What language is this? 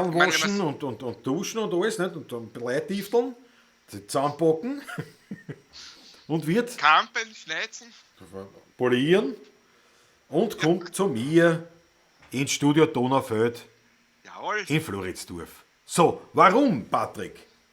Bavarian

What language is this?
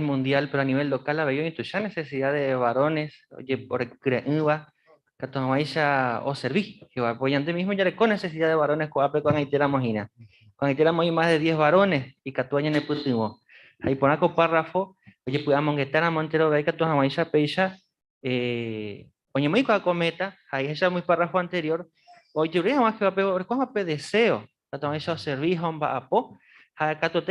Guarani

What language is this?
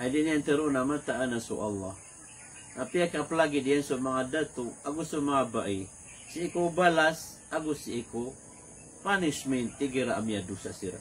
Maranao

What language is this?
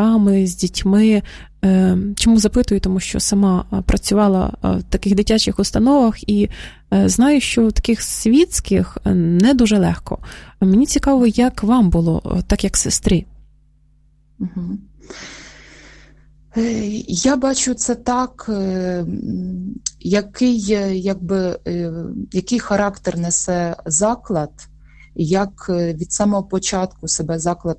Ukrainian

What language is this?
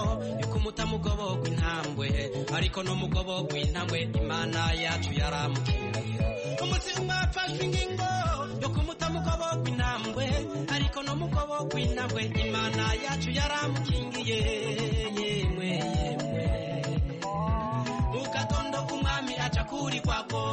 Kinyarwanda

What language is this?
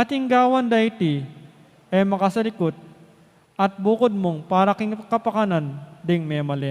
Pampanga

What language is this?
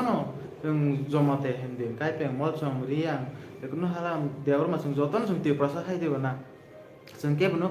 Kok Borok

